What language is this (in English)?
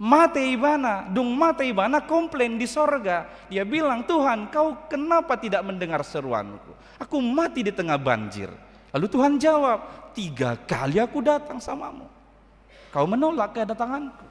Batak Toba